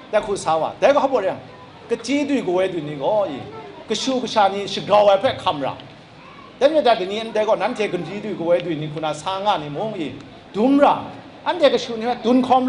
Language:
Kachin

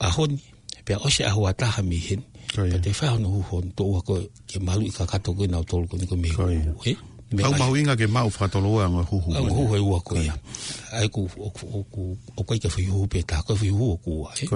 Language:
Tongan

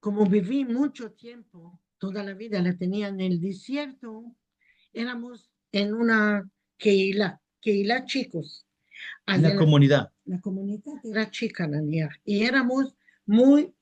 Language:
Ladino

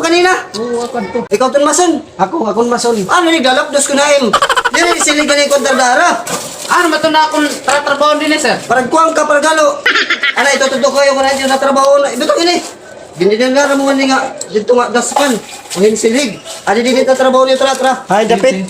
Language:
Waray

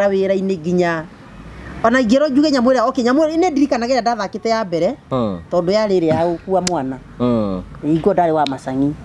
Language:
Kikuyu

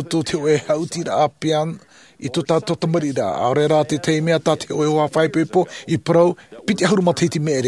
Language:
Tahitian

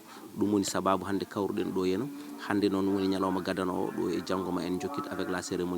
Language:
Fula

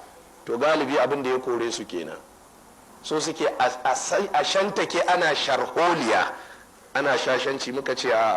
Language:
Hausa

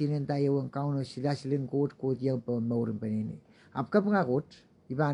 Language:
Pohnpeian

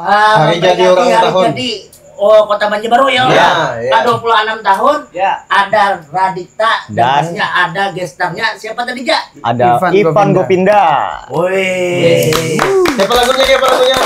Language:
Banjar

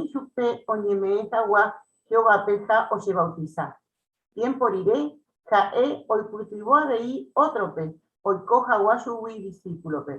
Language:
Guarani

